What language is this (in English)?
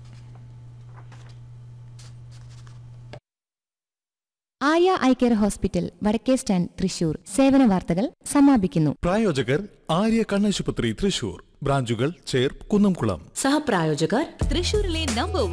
Malayalam